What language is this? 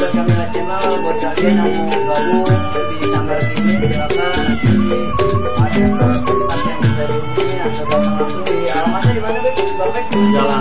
Betawi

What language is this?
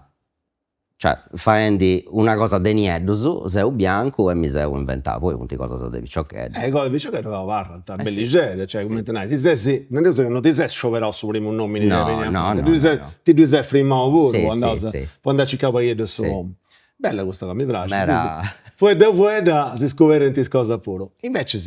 Sardinian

